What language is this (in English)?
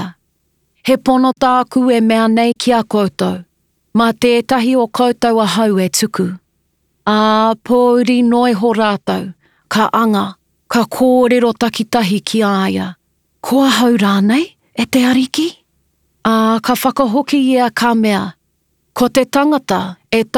Māori